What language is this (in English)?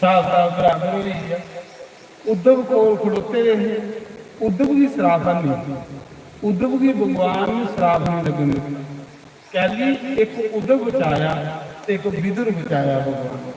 Dogri